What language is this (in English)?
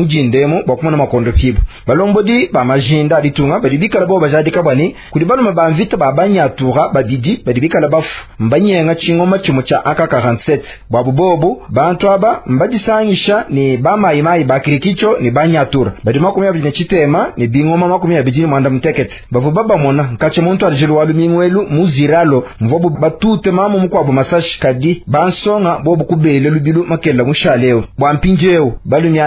Luba-Lulua